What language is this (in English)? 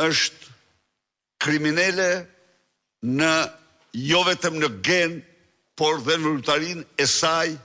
Albanian